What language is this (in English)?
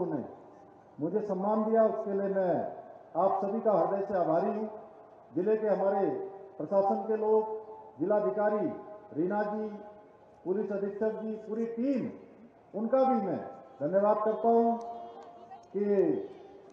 Hindi